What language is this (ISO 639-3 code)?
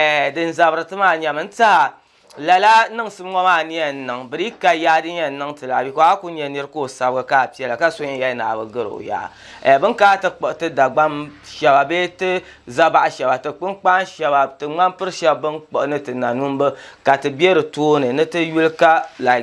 dag